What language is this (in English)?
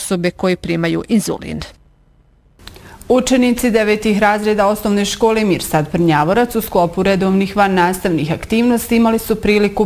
Bosnian